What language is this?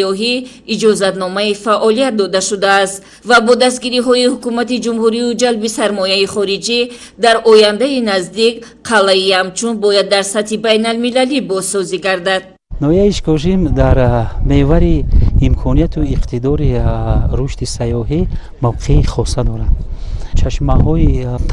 Tajik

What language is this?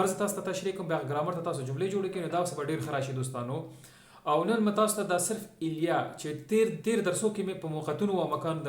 Pashto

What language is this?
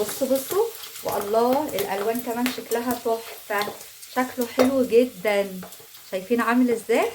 Egyptian Arabic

